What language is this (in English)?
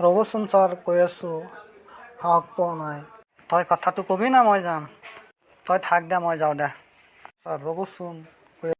Assamese